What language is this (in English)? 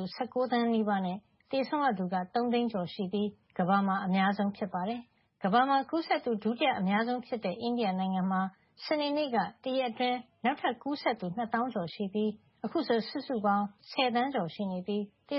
Burmese